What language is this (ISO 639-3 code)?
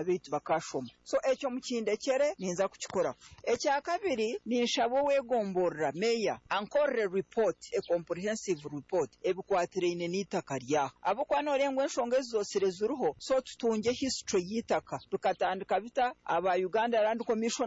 nyn